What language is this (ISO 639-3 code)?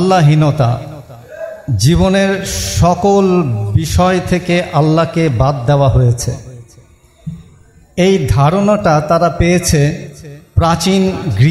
ben